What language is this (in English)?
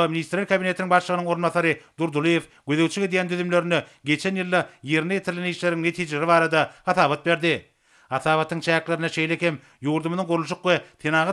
Turkmen